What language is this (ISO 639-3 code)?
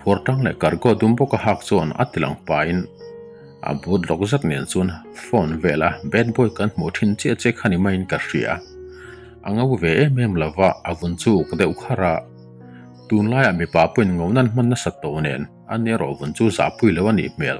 lus